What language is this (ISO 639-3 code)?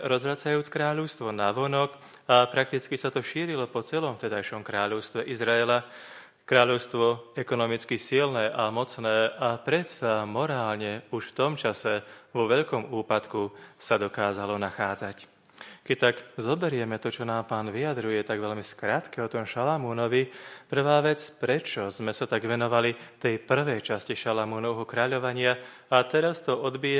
slk